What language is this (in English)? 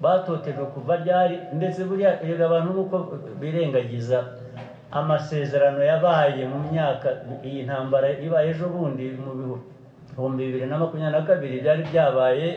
Kinyarwanda